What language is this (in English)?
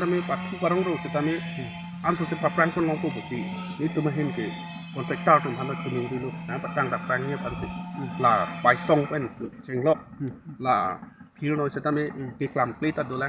Karbi